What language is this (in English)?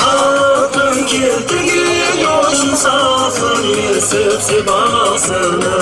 Kara-Kalpak